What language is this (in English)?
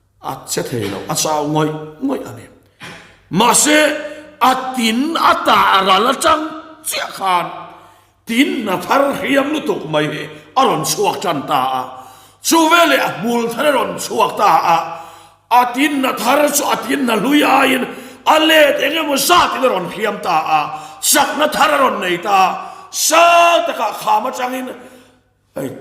Mizo